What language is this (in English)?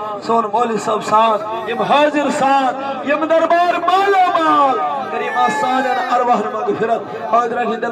Kashmiri